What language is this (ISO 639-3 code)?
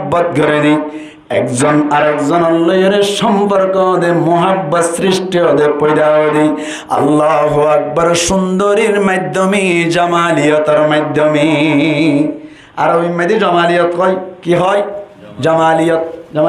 rhg